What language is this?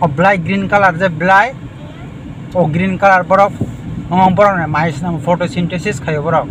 Kok Borok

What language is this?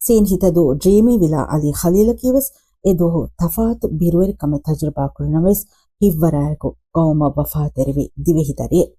Divehi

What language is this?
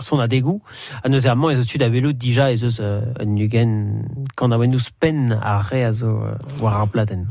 Breton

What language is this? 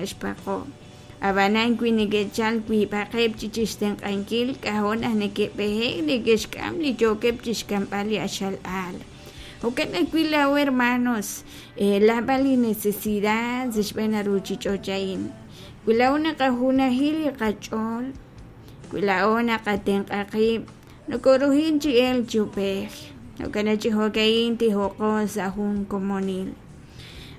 Kekchí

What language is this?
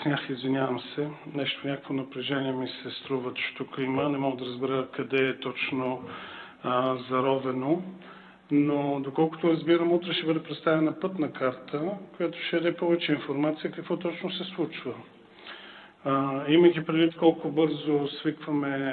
Bulgarian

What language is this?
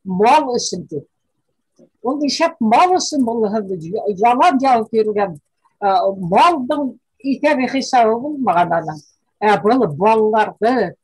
Bashkir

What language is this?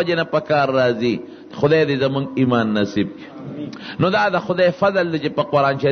Pashto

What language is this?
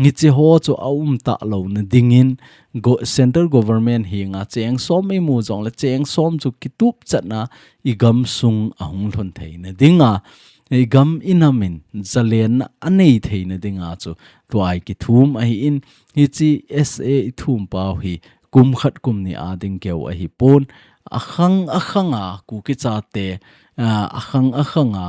Thado Chin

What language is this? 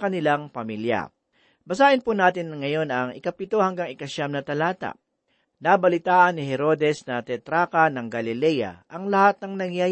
Filipino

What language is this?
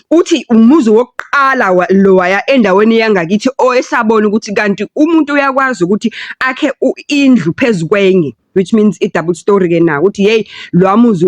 Zulu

